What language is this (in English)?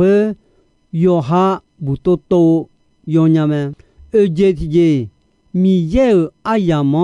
Akha